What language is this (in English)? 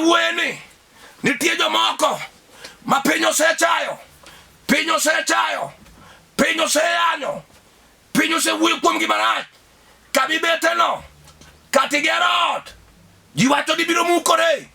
Luo (Kenya and Tanzania)